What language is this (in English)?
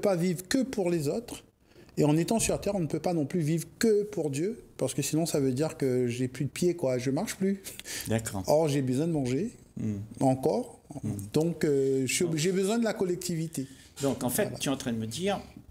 French